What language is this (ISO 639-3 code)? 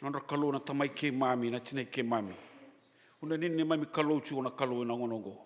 fij